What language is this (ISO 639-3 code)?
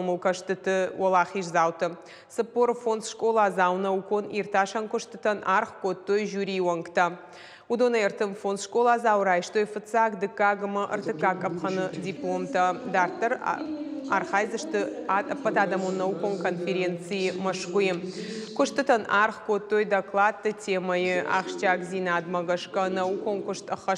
oss